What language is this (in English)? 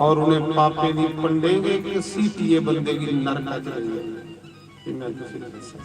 Dogri